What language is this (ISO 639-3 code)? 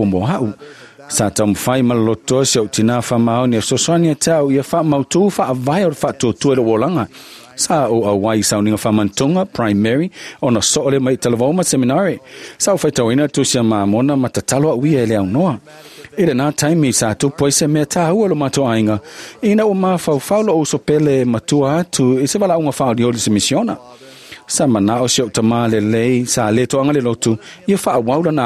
smo